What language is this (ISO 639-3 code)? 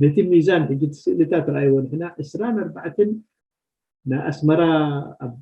tir